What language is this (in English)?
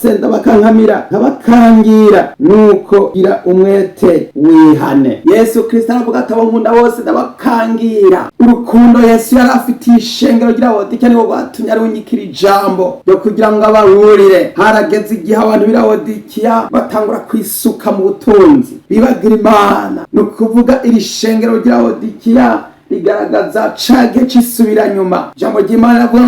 Rundi